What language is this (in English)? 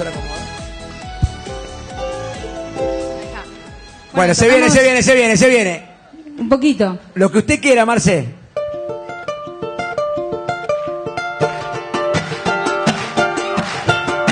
Spanish